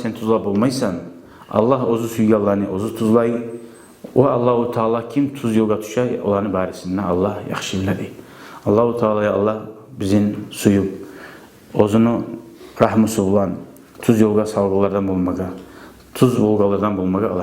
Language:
Kumyk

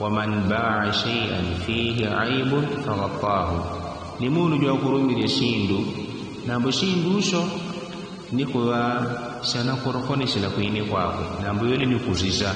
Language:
Yao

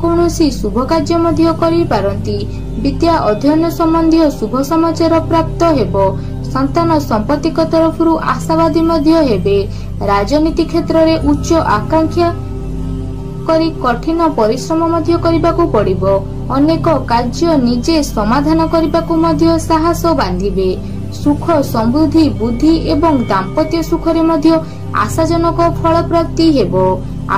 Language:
Odia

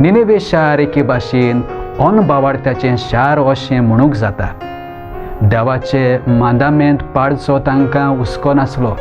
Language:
Konkani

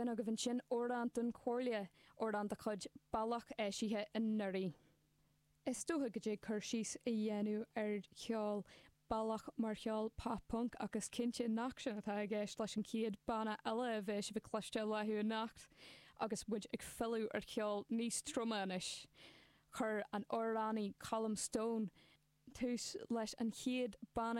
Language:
Irish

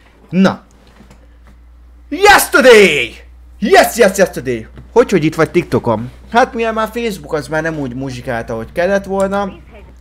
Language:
Hungarian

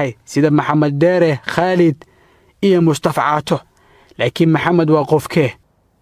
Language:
Somali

